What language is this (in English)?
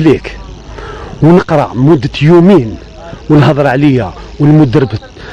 Algerian Arabic